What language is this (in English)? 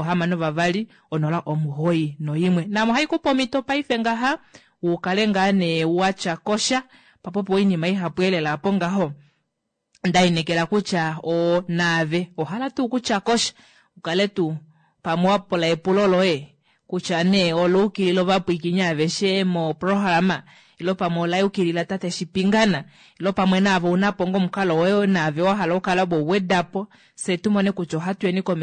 Kuanyama